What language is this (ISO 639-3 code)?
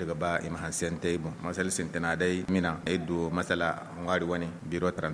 dje